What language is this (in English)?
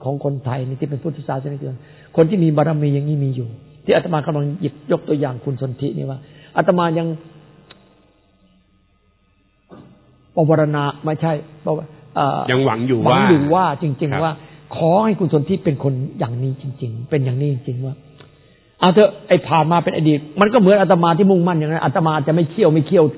Thai